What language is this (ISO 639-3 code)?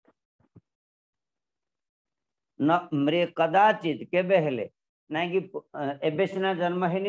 ori